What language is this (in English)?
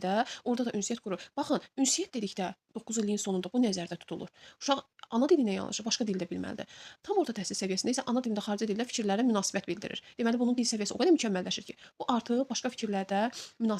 Azerbaijani